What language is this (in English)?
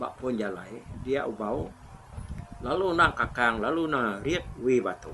Iban